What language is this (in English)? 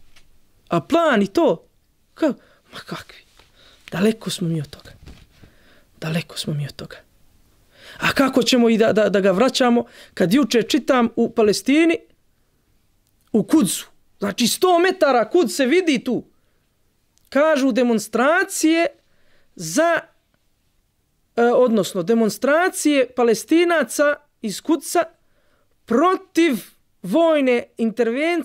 Bosnian